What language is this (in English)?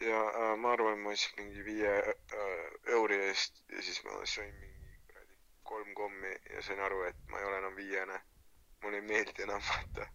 Estonian